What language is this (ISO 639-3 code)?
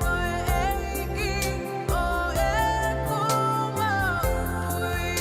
ton